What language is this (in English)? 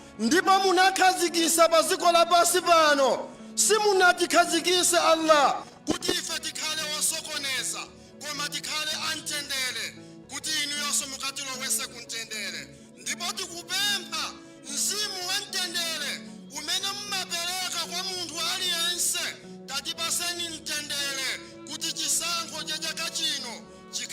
Nyanja